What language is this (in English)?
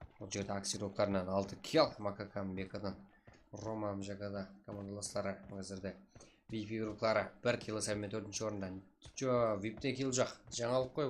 Kara-Kalpak